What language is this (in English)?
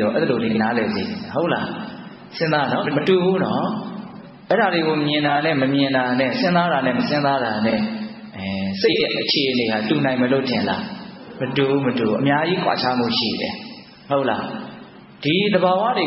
Burmese